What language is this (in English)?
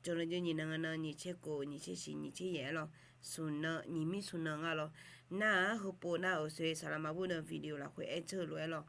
Akha